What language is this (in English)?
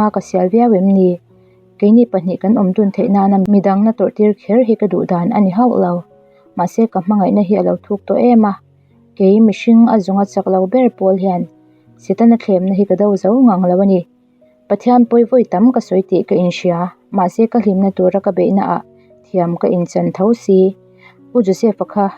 Mizo